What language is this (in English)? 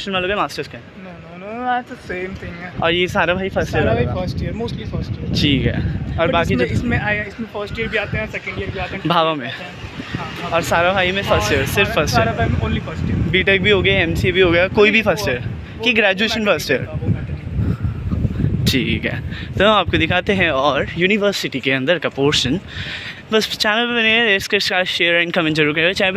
Hindi